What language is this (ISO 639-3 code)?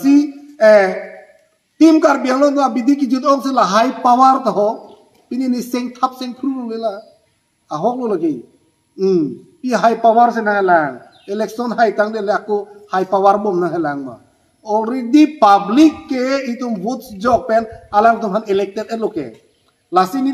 mjw